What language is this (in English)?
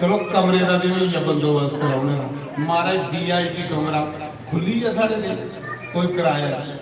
Dogri